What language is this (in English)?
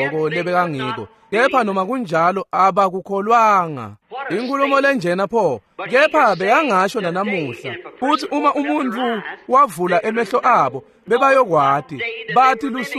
Swati